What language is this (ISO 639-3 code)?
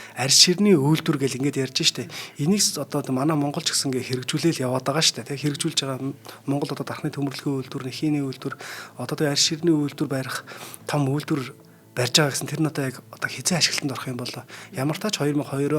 mon